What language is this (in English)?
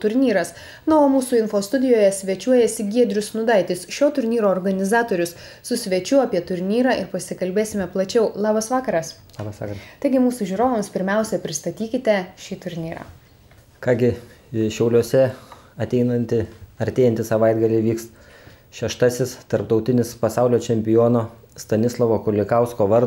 Lithuanian